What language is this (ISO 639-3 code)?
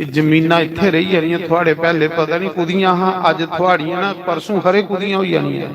doi